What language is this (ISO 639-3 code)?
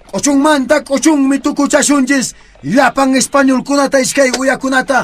que